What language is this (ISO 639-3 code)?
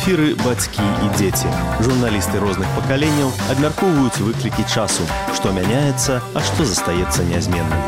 bel